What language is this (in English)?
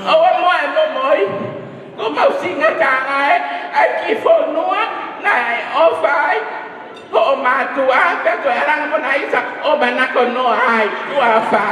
Tongan